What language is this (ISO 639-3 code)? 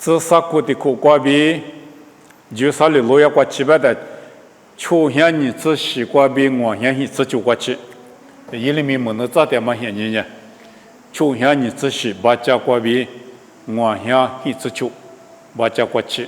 lis